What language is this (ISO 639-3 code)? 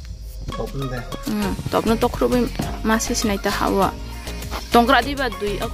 trp